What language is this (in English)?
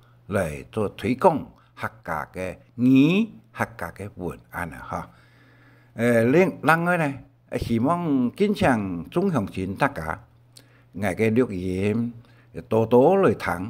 Hakka Chinese